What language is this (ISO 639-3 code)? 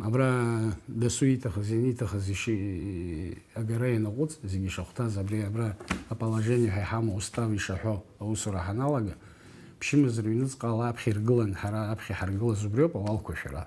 abk